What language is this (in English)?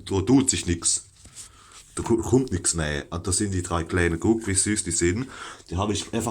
Palatine German